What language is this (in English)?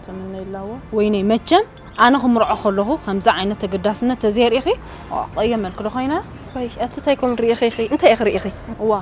Tigrinya